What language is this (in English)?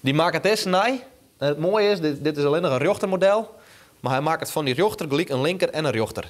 Western Frisian